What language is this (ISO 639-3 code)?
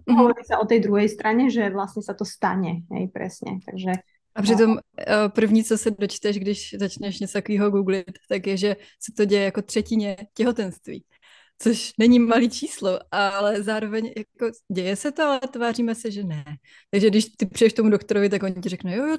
ces